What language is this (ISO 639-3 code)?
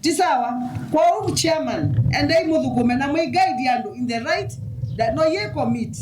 kam